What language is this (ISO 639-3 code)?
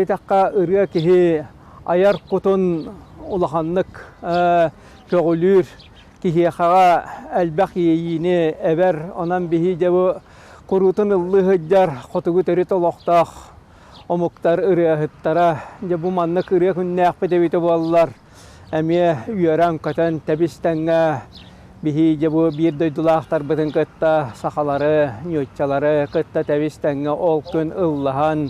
sah